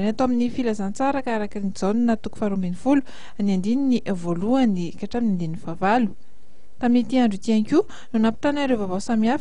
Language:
Malagasy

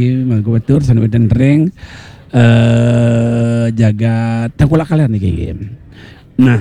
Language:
Balinese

